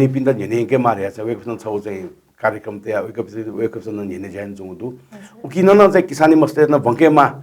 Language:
Newari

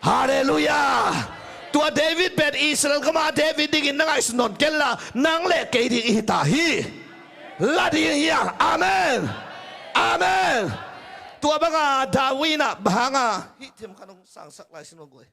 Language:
Tedim Chin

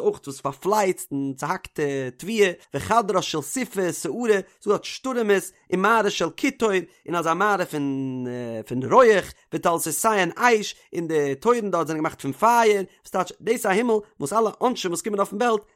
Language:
Yiddish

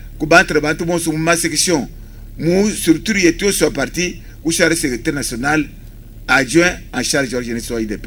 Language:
Luba-Lulua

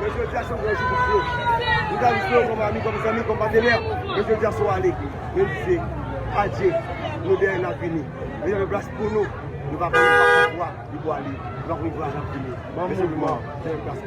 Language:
Haitian Creole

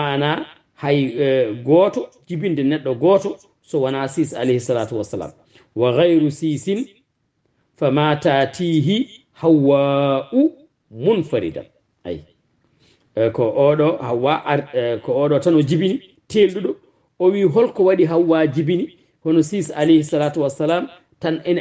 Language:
Fula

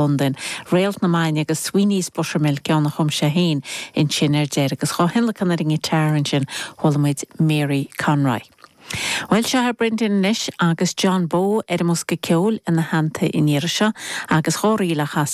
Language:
Irish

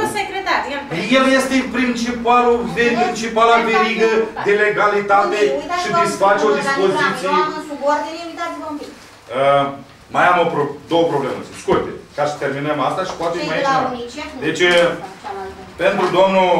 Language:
Romanian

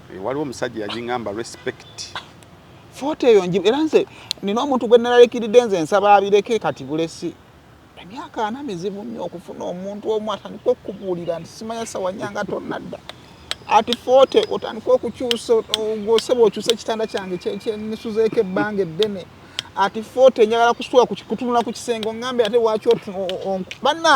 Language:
Ganda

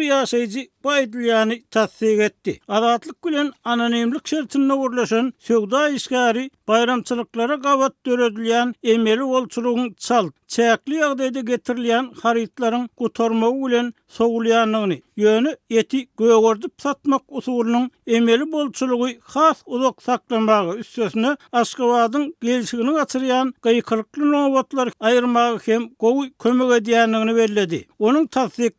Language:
Turkmen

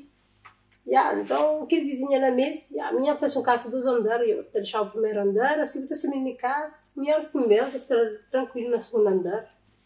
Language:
Kabuverdianu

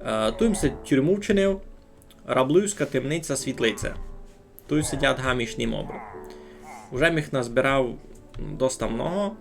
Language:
Rusyn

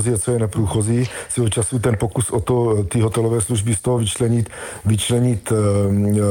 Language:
Czech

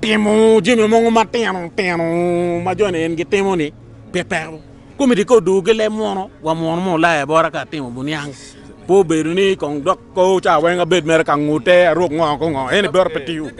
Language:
Acoli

